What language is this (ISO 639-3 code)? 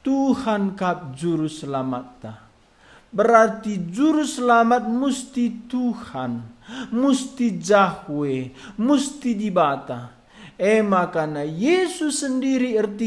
btx